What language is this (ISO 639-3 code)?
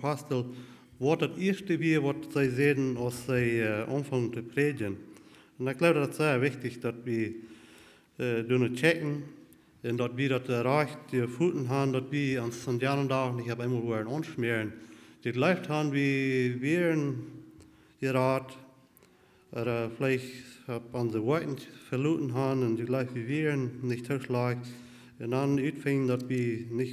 pdt